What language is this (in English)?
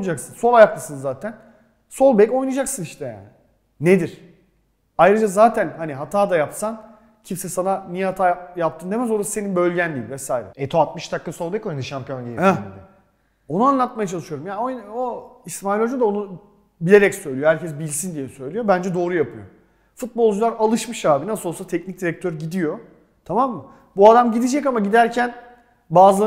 Turkish